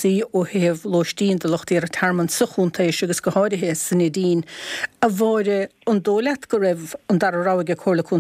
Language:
Irish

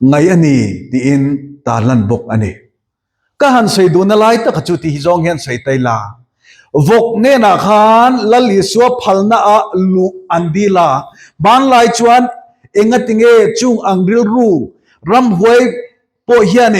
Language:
Mizo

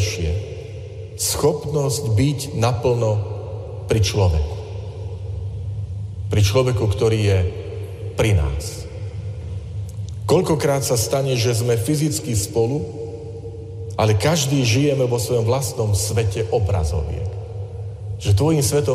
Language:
Slovak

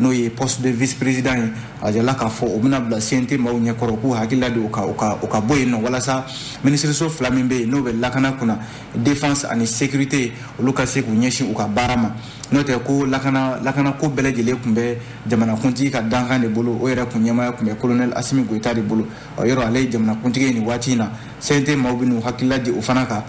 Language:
Bambara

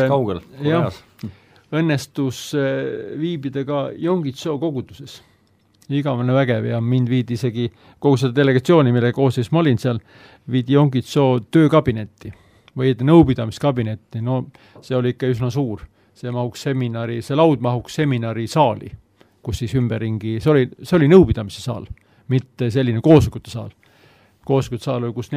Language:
Estonian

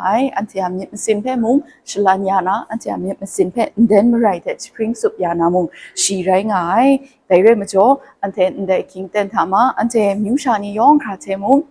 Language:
Kachin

